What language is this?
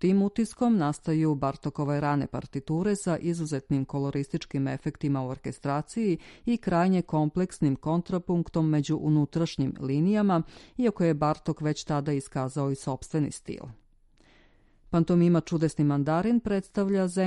Serbian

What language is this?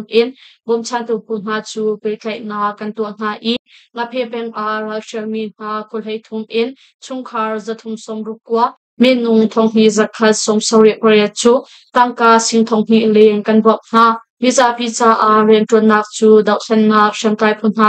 Hakha Chin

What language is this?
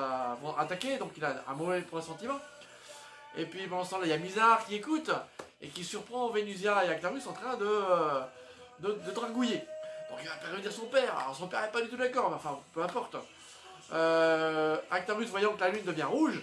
French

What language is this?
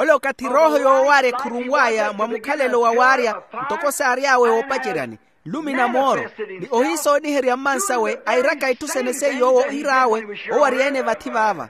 Makhuwa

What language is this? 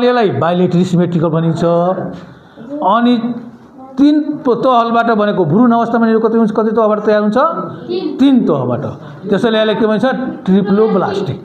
Nepali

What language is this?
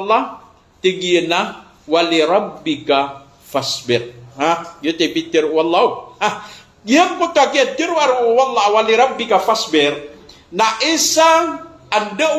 Maranao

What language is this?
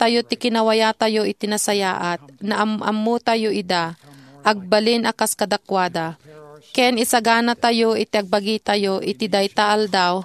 Iloko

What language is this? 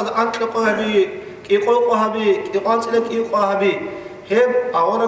Avaric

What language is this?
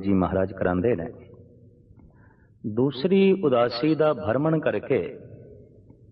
Punjabi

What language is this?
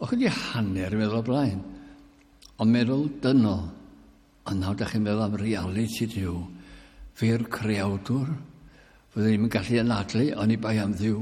Welsh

